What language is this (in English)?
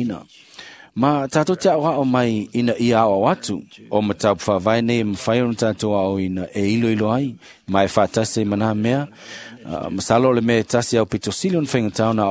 Samoan